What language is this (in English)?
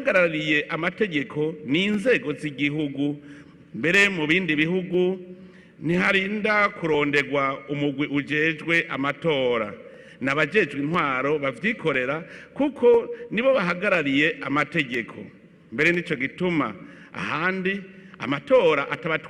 Rundi